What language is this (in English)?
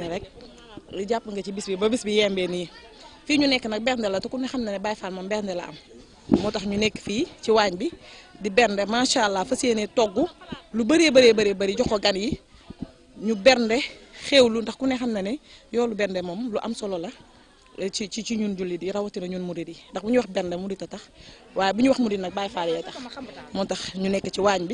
Wolof